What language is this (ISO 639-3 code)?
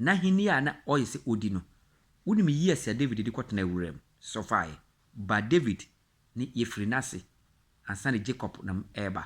aka